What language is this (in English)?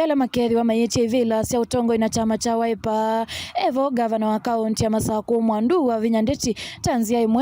Kamba